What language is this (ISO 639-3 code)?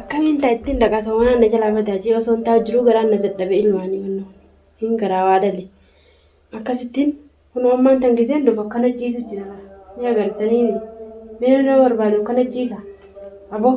orm